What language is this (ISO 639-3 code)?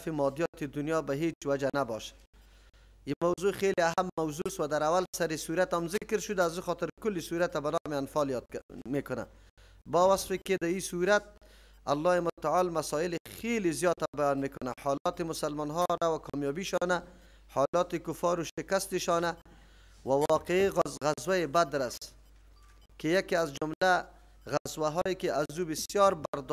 fas